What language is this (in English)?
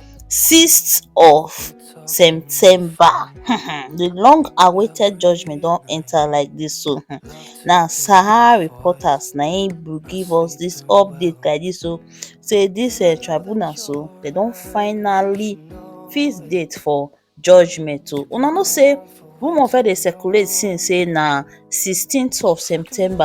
Nigerian Pidgin